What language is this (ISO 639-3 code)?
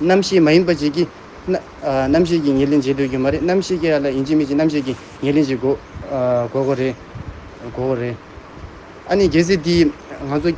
bod